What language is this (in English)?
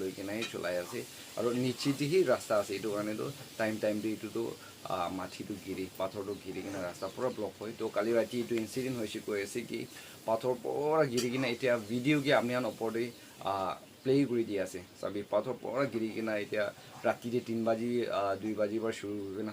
Naga Pidgin